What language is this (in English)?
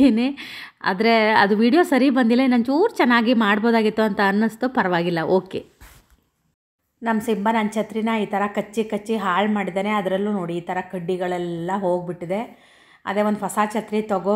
Kannada